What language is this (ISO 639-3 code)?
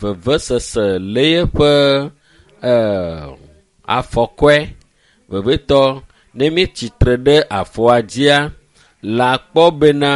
ewe